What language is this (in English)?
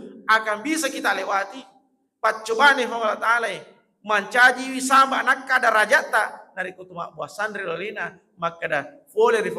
Buginese